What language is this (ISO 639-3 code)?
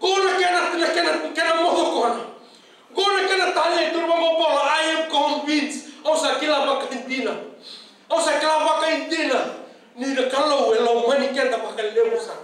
fij